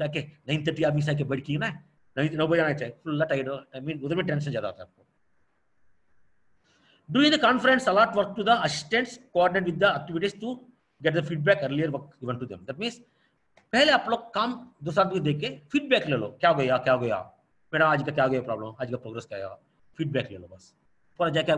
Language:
Hindi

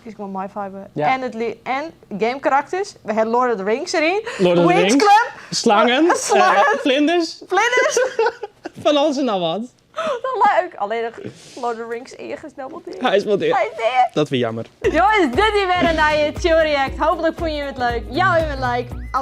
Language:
Western Frisian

